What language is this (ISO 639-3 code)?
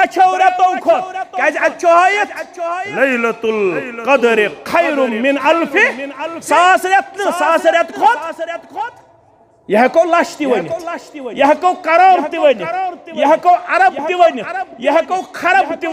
kas